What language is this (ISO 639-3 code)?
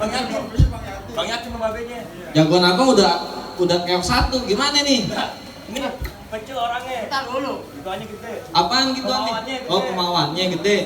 bew